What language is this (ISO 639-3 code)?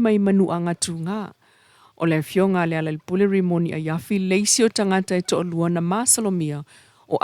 smo